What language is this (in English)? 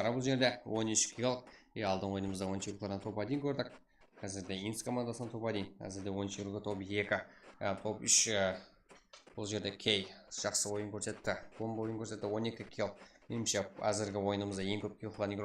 Kara-Kalpak